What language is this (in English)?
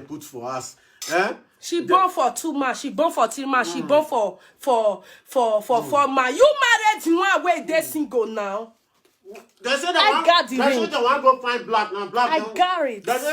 Nigerian Pidgin